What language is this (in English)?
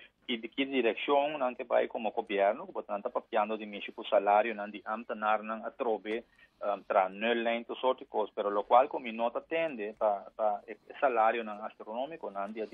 Papiamento